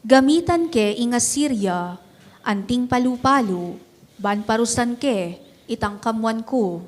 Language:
Pampanga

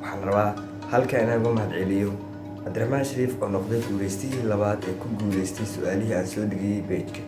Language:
Somali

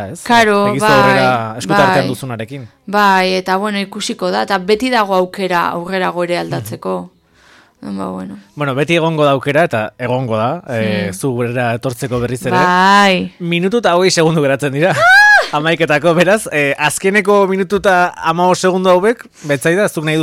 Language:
Basque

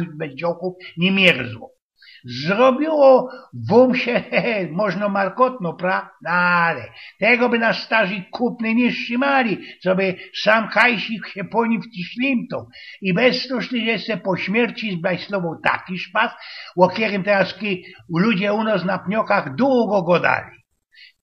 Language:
Silesian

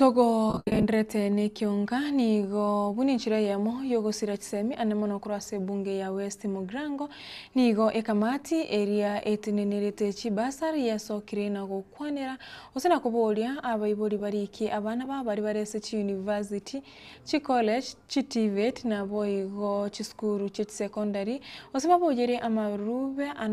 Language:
Gusii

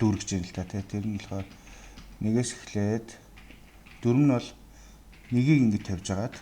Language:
Mongolian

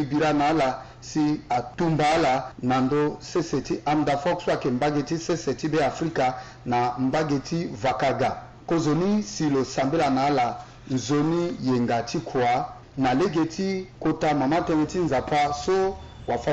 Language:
Sango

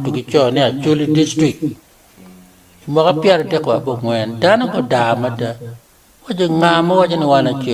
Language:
Acoli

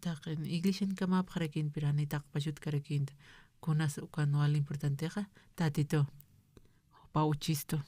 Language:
Aymara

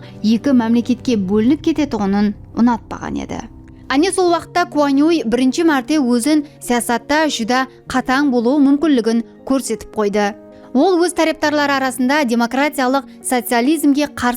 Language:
Kara-Kalpak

